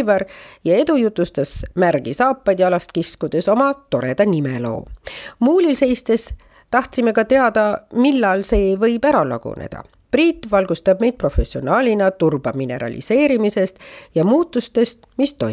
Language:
Estonian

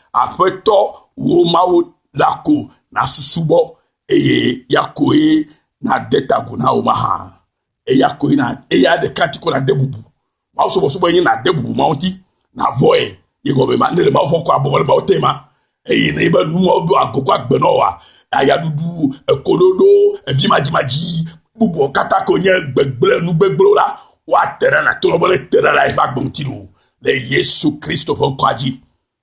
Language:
Ewe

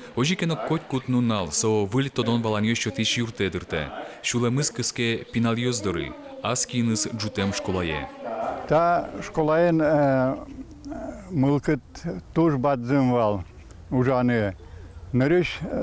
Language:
Udmurt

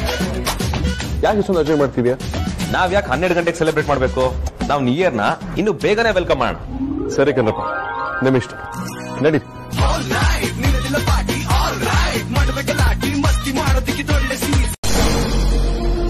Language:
Kannada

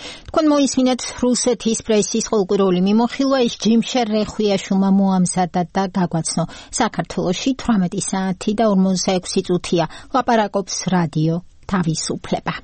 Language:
Georgian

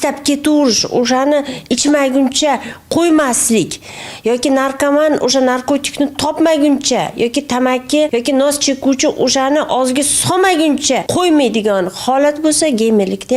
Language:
Uzbek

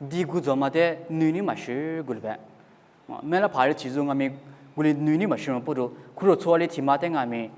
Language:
Lisu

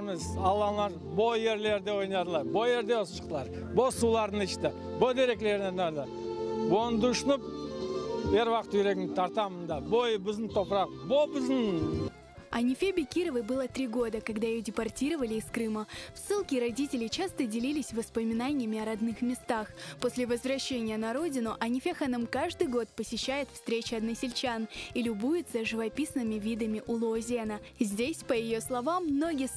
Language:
Crimean Tatar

